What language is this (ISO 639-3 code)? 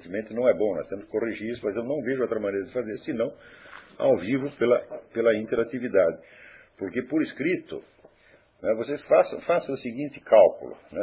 por